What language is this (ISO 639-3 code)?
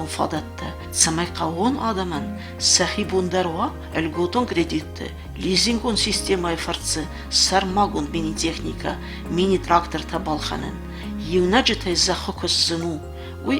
oss